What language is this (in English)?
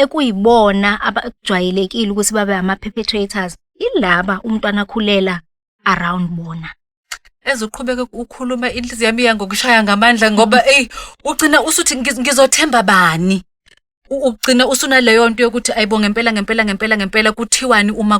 Zulu